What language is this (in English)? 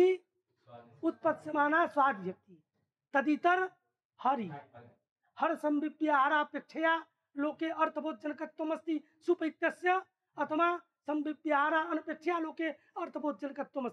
Sanskrit